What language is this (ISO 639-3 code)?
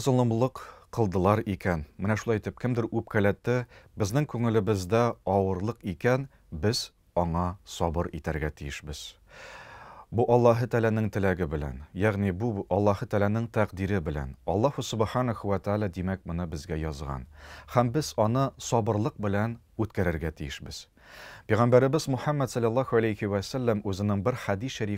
tat